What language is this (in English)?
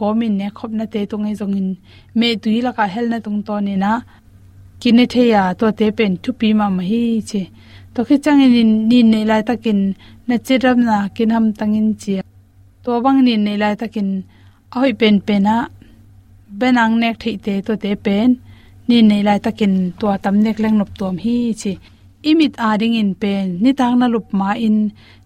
Tedim Chin